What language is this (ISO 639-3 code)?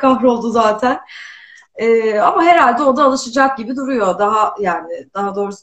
tur